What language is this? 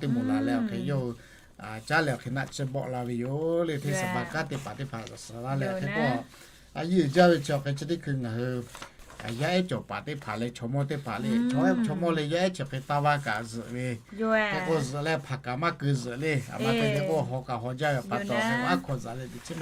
Lahu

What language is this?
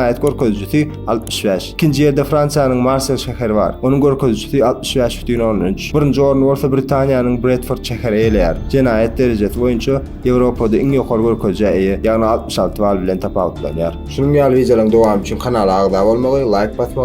Turkmen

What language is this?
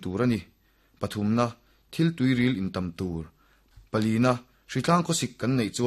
Mizo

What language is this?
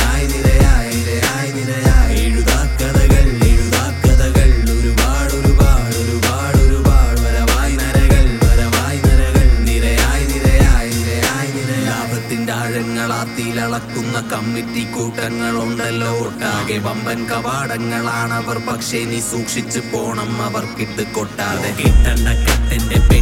Malayalam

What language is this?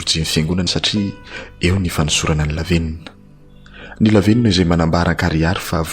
Malagasy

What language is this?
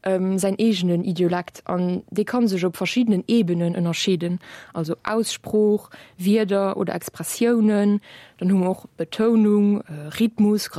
Luxembourgish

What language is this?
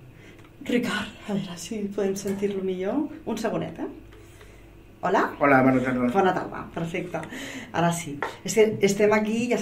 Catalan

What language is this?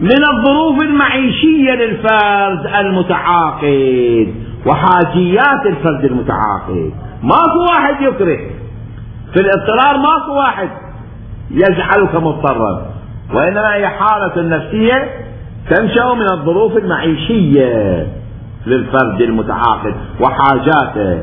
Mesopotamian Arabic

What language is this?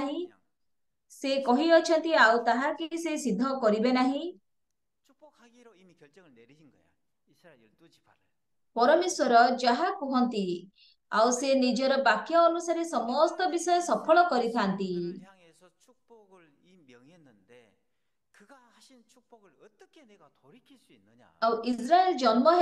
Odia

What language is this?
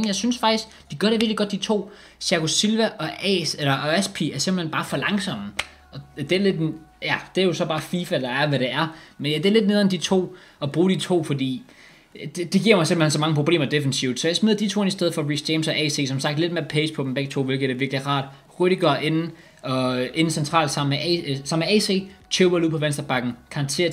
Danish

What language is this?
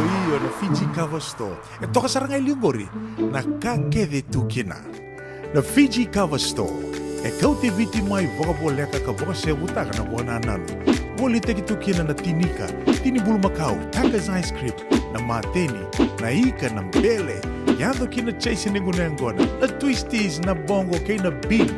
Fijian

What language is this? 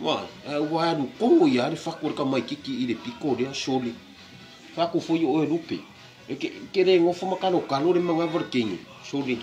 Samoan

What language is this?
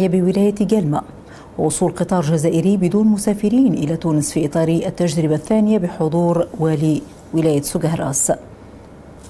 Arabic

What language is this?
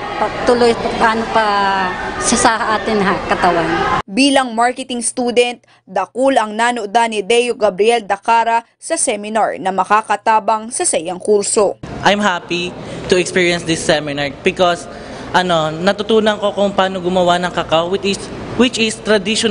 Bikol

